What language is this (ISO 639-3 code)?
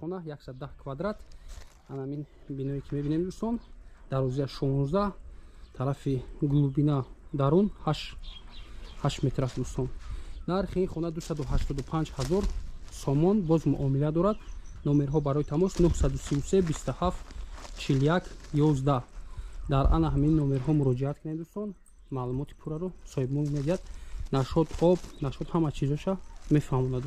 tgk